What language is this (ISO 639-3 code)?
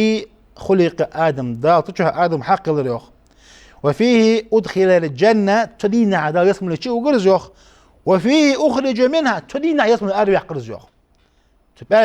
inh